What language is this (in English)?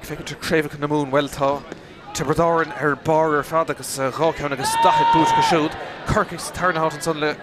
Irish